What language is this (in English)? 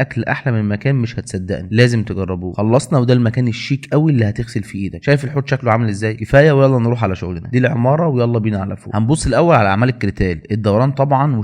Egyptian Arabic